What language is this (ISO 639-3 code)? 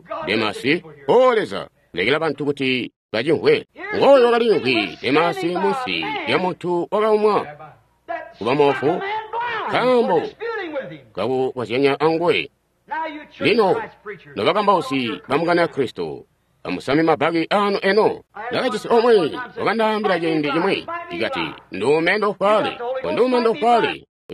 toi